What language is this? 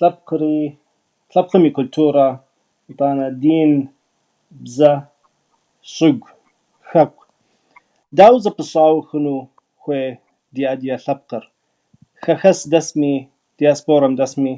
Kabardian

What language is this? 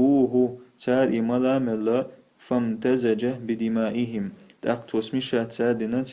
Chechen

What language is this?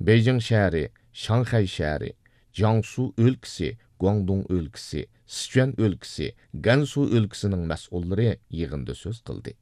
Uyghur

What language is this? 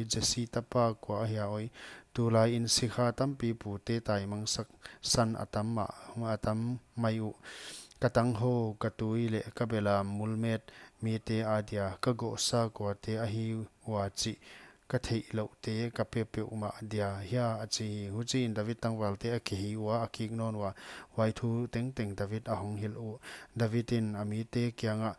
Paite Chin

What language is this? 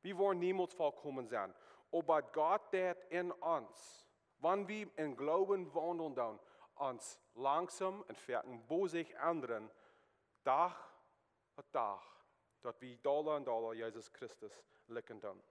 Plautdietsch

